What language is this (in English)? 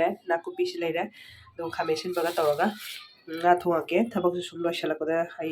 Manipuri